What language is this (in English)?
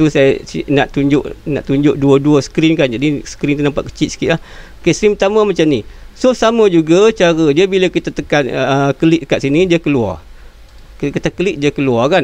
Malay